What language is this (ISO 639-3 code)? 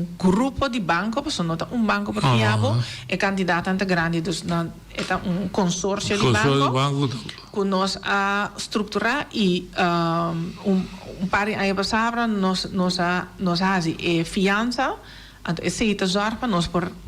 pap